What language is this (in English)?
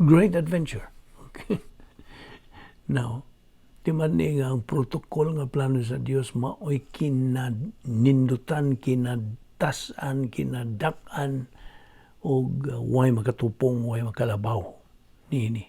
Cebuano